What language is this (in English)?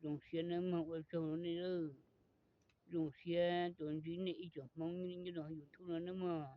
Hmong